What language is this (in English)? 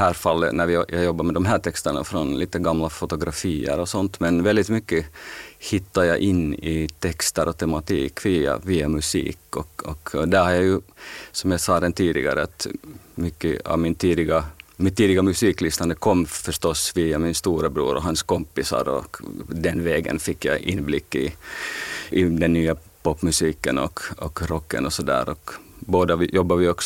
Swedish